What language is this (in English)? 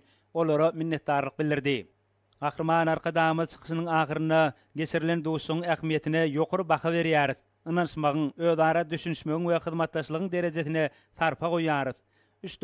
Turkmen